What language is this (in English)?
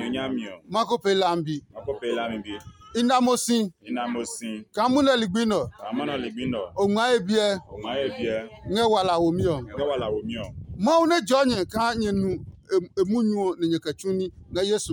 Adangme